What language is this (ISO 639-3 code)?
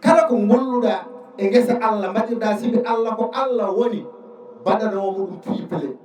ful